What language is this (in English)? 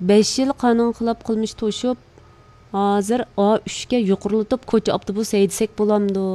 Uyghur